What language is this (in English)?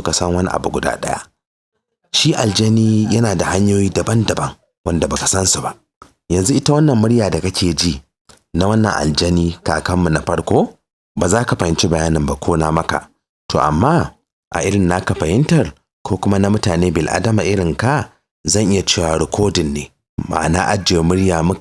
Hausa